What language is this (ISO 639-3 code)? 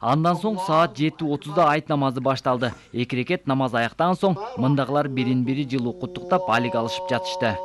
kir